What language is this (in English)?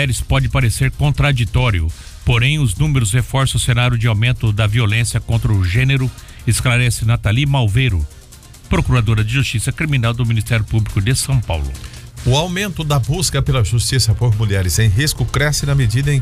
Portuguese